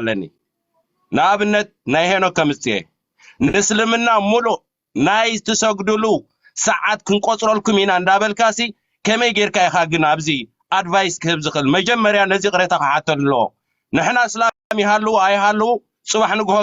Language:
Tigrinya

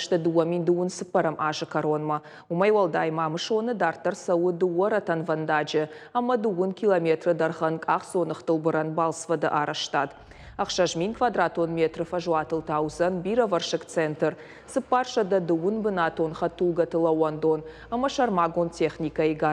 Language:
Ossetic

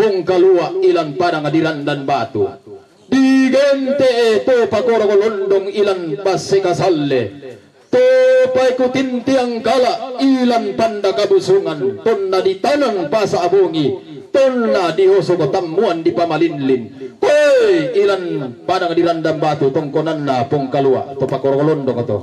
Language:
Toraja-Sa'dan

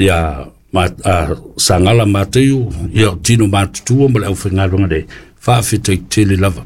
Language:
Samoan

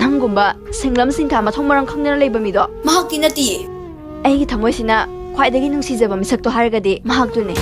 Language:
Manipuri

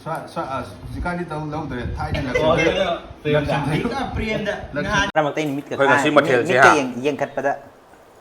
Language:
Manipuri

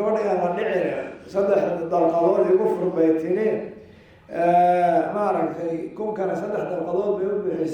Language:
Somali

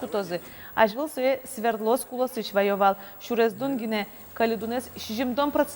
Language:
Udmurt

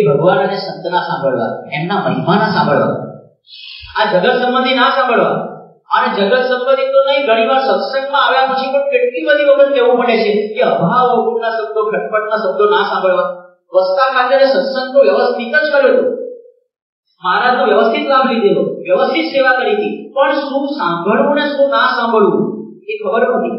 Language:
Gujarati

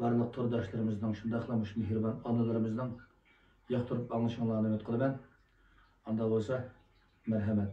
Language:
Uyghur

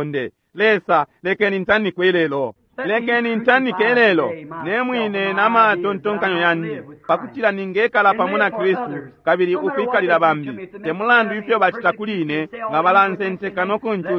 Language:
Bemba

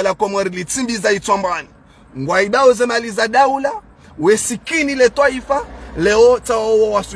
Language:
Ngazidja Comorian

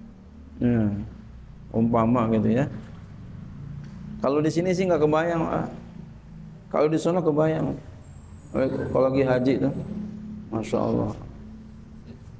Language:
Indonesian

